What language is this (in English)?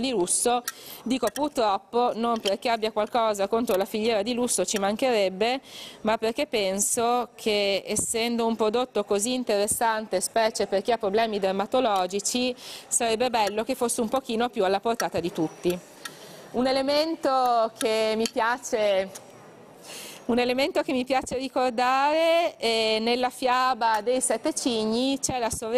Italian